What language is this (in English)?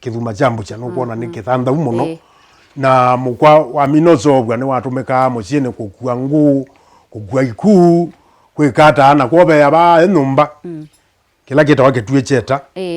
Kamba